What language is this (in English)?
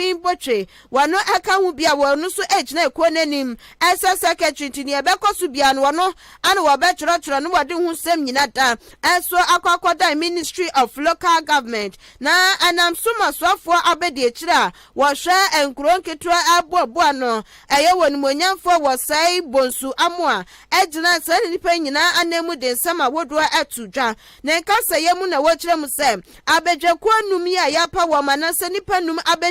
Akan